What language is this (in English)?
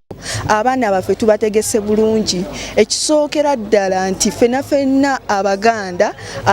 Ganda